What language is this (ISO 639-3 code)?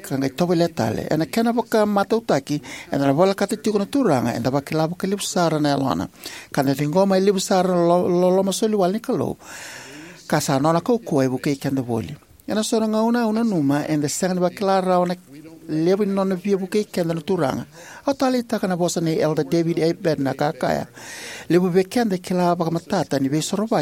fij